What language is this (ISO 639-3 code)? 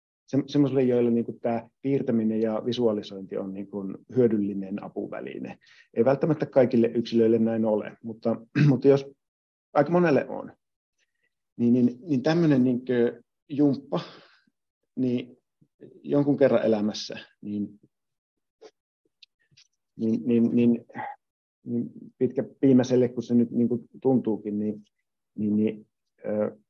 fin